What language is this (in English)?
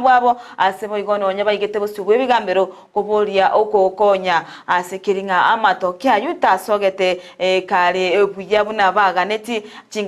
Gusii